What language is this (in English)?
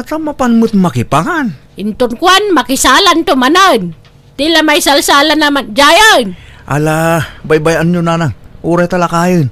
Iloko